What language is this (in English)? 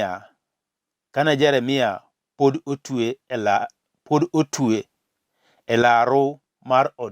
Luo (Kenya and Tanzania)